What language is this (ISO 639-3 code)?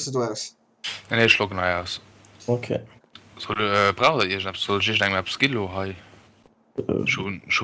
ltz